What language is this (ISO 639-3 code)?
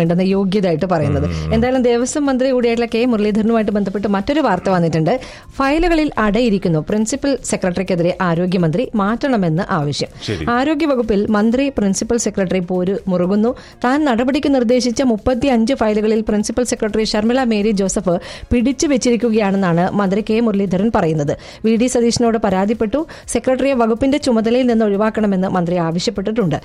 mal